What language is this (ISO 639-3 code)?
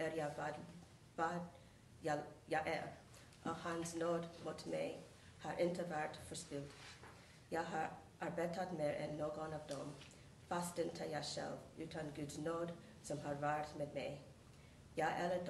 swe